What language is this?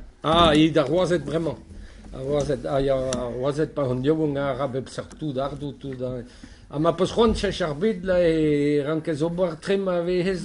Breton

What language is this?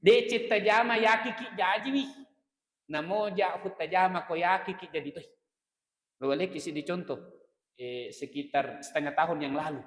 Buginese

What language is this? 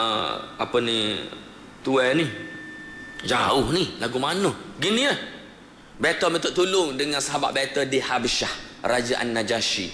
Malay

